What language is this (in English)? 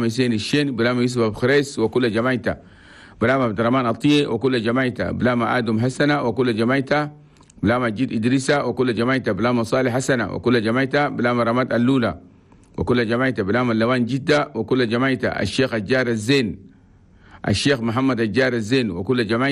Chadian Arabic